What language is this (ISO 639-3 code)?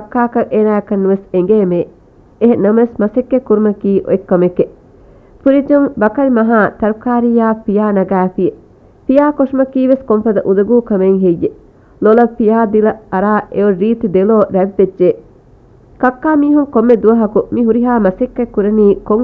div